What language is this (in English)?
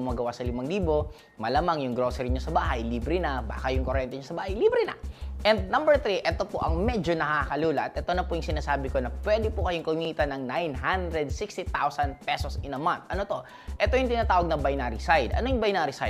Filipino